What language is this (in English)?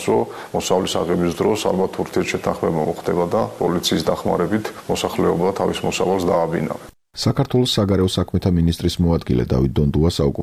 Georgian